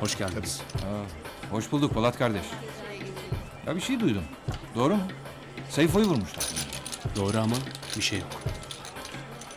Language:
Turkish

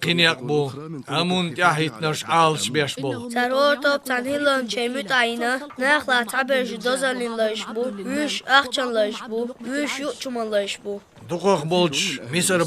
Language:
Chechen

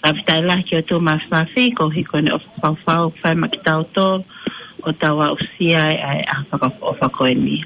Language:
Tongan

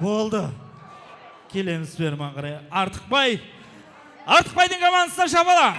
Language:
Kara-Kalpak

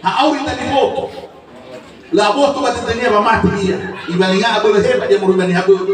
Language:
Nias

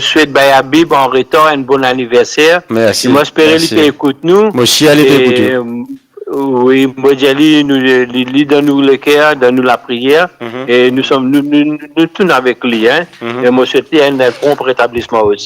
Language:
Morisyen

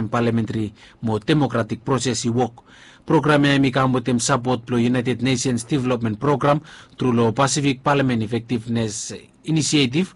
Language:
Bislama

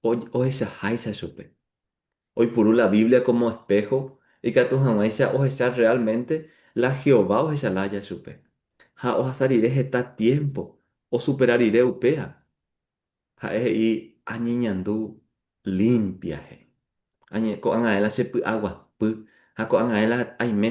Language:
Guarani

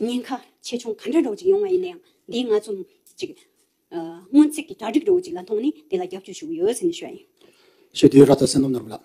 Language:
Tibetan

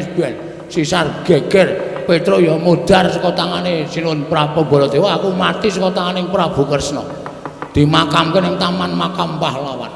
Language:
Javanese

